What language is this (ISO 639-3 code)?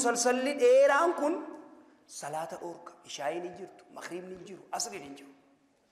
orm